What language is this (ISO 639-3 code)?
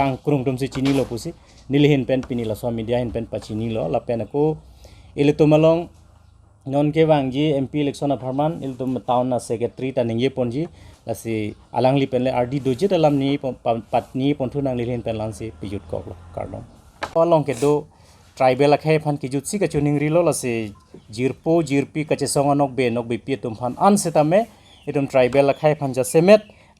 mjw